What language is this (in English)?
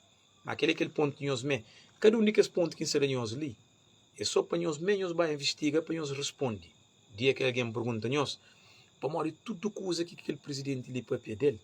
Kabuverdianu